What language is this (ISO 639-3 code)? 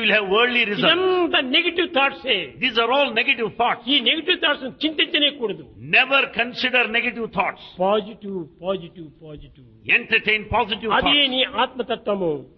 tel